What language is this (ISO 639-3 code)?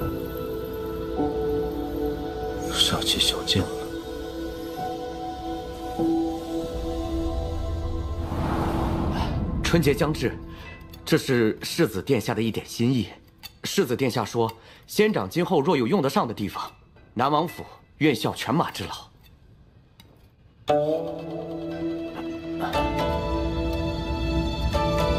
zho